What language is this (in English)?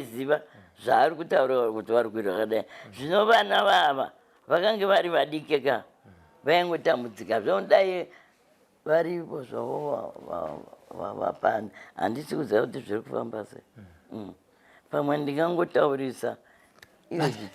Shona